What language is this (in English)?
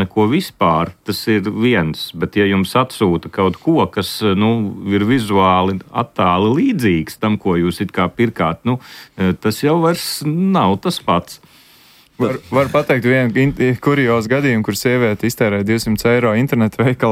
Latvian